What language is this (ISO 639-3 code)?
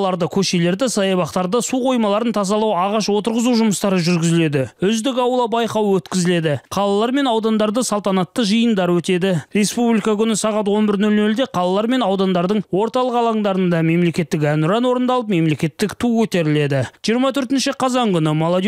kaz